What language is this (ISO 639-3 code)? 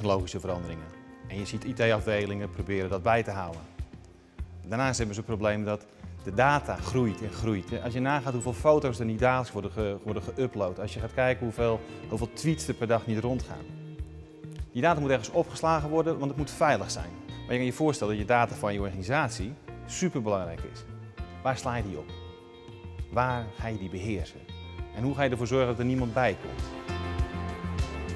nld